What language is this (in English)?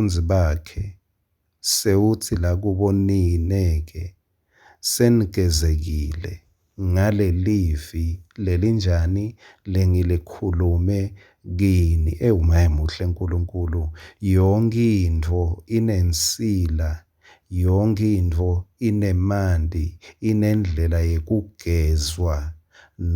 Swati